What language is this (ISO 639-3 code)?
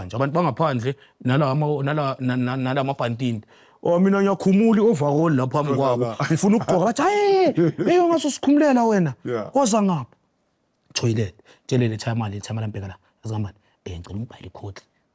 zul